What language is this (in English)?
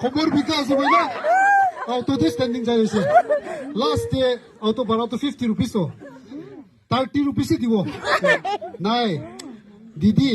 Naga Pidgin